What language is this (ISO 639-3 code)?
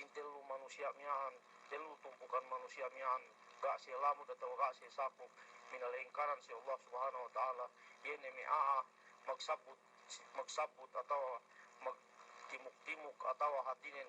yka